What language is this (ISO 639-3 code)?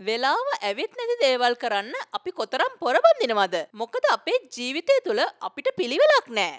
sin